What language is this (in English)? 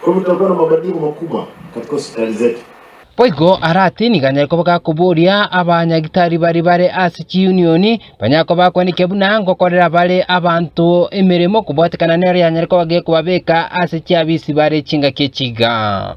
Gusii